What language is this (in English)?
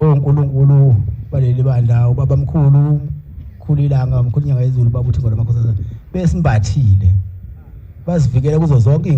Zulu